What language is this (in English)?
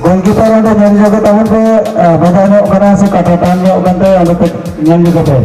Santali